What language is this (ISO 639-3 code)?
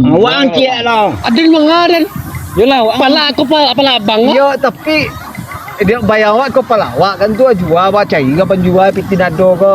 min